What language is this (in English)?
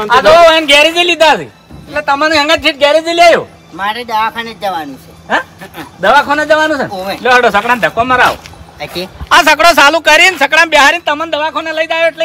Gujarati